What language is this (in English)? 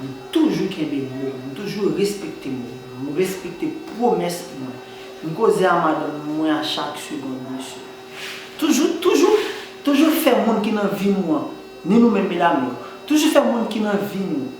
Haitian Creole